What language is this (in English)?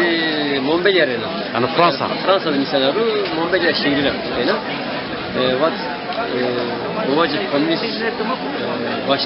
Zaza